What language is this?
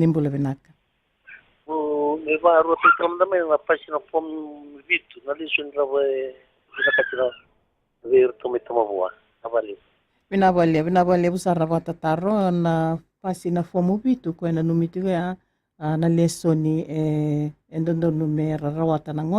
Fijian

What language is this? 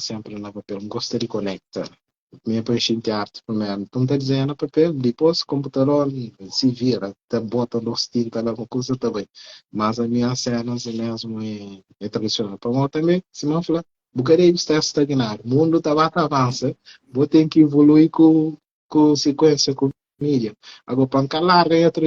Kabuverdianu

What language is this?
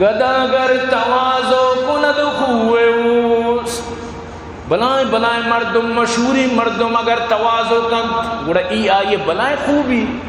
Eastern Balochi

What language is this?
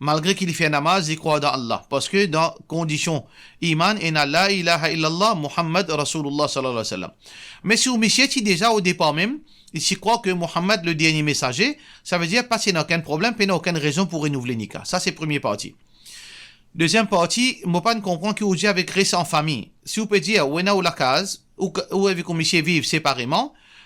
Morisyen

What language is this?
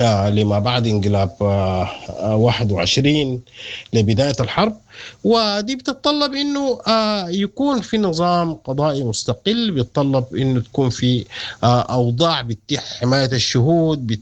Sudanese Arabic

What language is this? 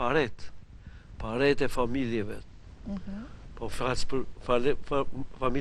Albanian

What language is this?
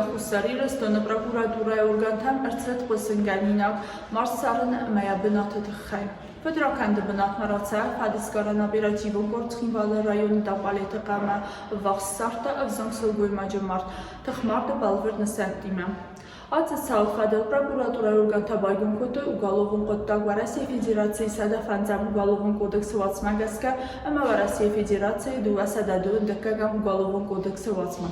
Ossetic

